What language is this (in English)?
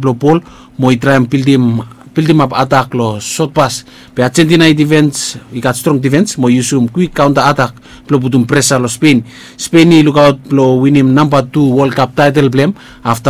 Bislama